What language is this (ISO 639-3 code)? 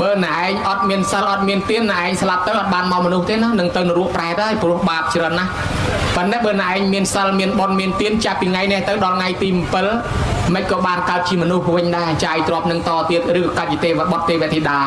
khm